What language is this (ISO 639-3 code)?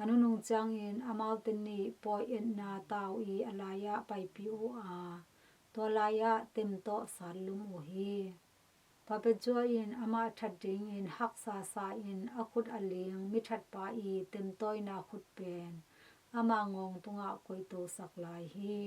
ctd